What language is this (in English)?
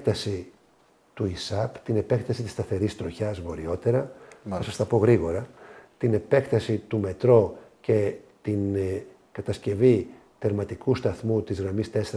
Greek